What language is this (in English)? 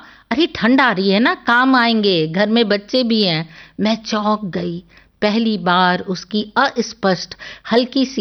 Hindi